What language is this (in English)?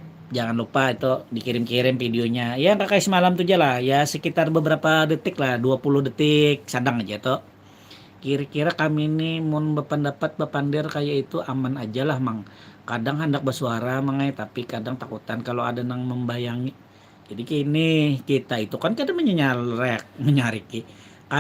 Banjar